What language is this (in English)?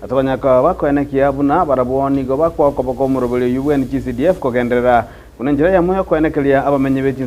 Gusii